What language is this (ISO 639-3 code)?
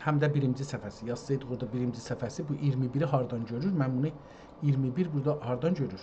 azb